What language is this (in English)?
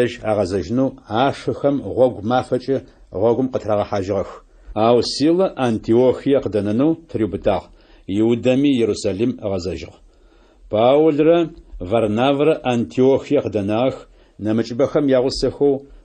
Adyghe